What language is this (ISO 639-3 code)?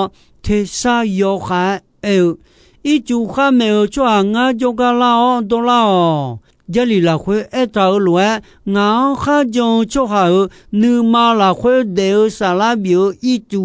ahk